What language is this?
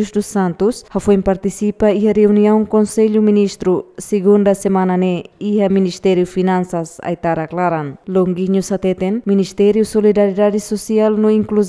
Tetum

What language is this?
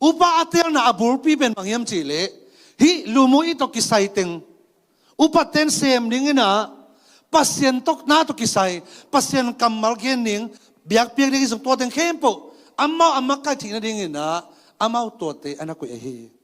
Tedim Chin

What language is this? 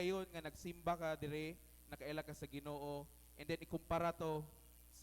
Cebuano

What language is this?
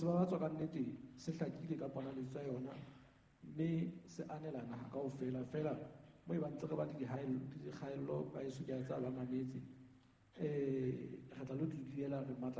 Southern Sotho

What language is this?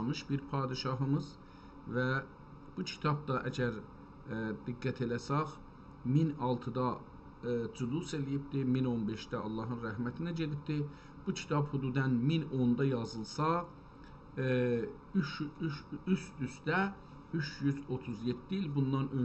South Azerbaijani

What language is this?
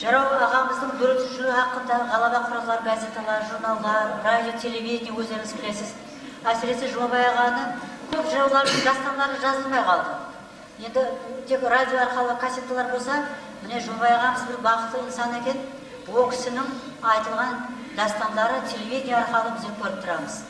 Kara-Kalpak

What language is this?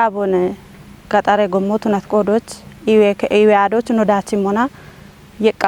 Kafa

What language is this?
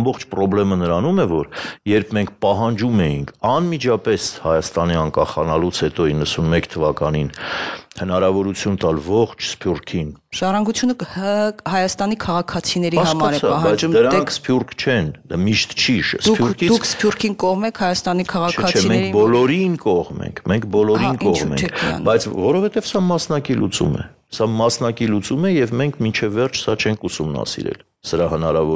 Armenian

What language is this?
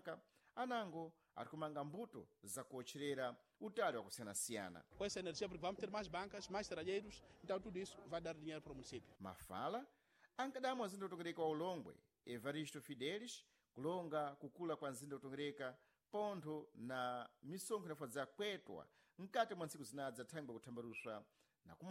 Sena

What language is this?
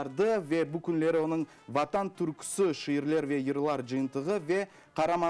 Crimean Tatar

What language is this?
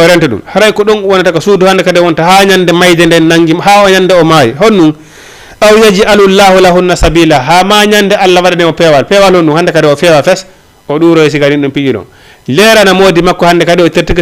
Fula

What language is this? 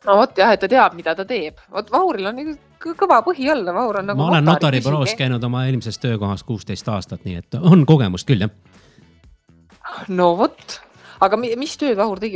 Estonian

